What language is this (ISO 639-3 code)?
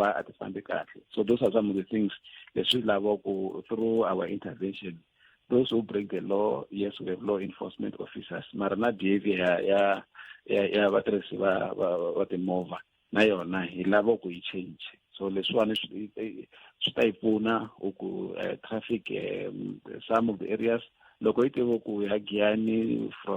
tso